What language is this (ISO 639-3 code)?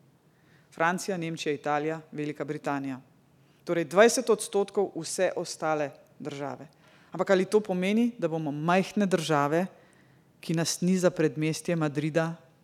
slv